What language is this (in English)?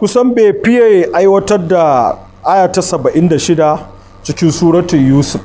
Hausa